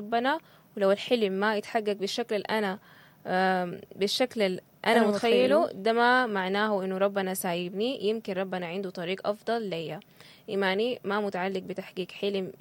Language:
Sudanese Arabic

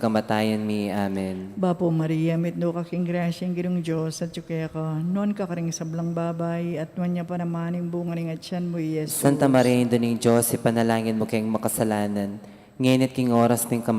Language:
Pampanga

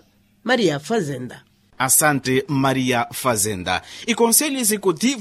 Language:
Makhuwa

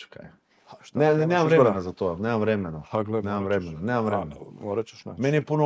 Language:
Croatian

